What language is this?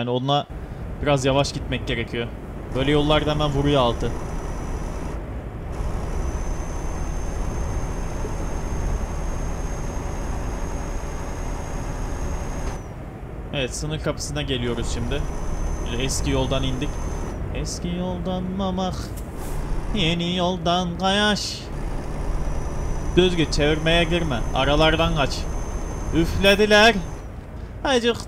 Turkish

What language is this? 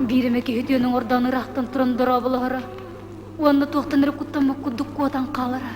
Yakut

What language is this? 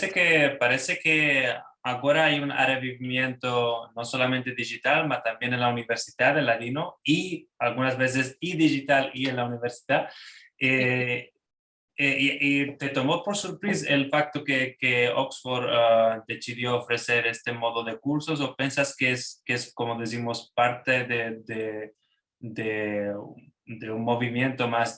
Ladino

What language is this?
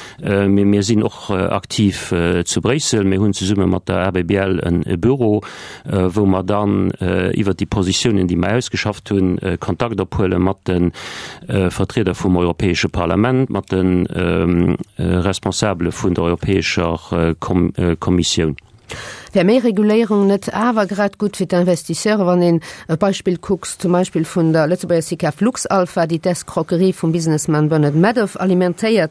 Luxembourgish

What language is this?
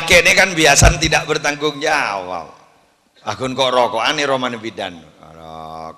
Madurese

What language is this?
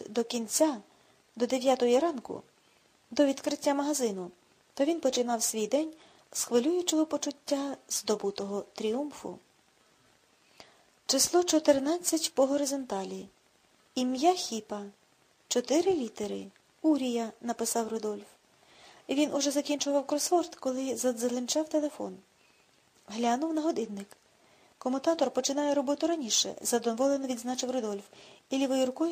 Ukrainian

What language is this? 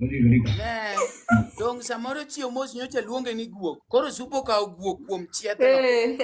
Luo (Kenya and Tanzania)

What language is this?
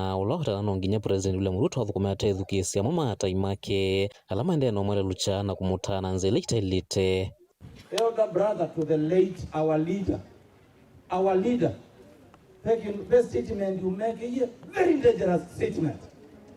Kamba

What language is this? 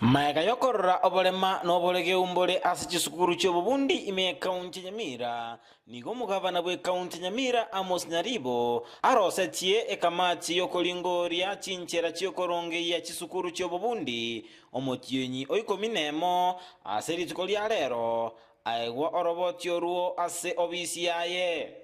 Gusii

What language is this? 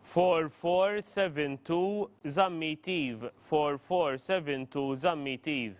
English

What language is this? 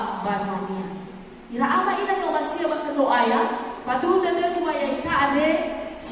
Nias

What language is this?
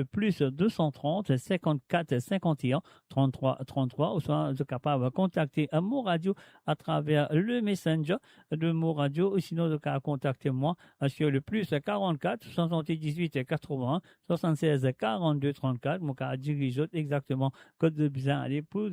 Morisyen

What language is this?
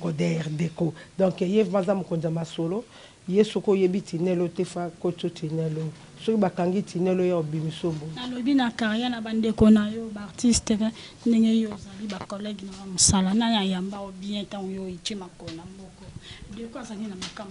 Lingala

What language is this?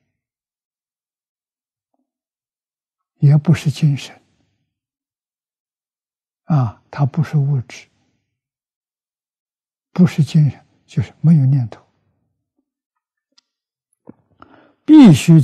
Chinese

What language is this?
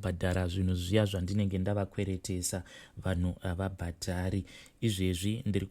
Shona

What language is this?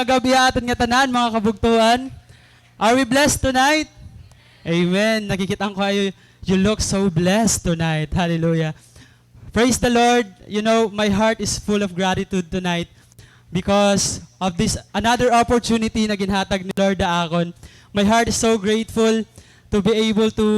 Waray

